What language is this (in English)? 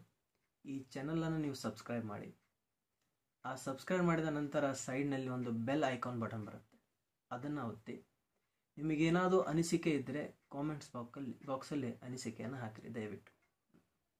Kannada